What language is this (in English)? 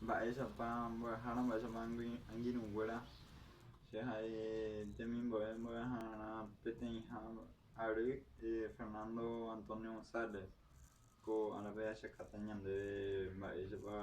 Guarani